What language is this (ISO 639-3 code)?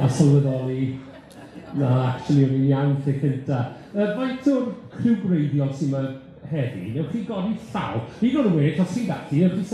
cym